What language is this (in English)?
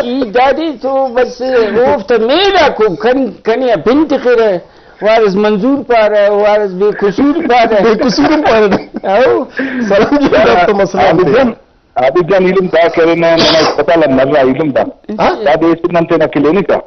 Brahui